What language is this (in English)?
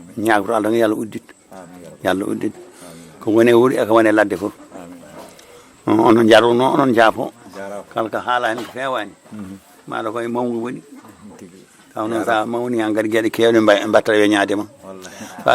Fula